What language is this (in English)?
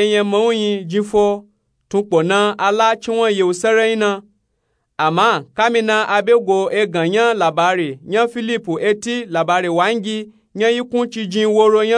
Nupe-Nupe-Tako